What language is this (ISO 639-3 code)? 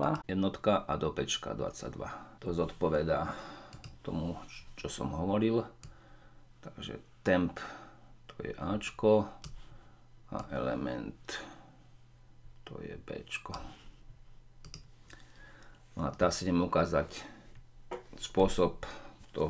slk